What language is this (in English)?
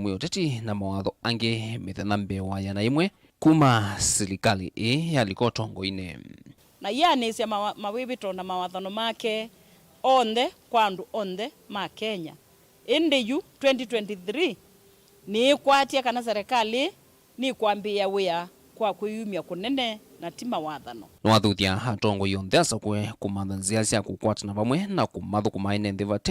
Kamba